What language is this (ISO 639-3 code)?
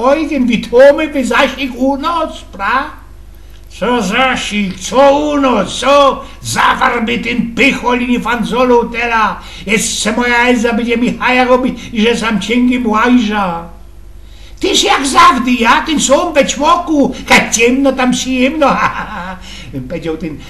szl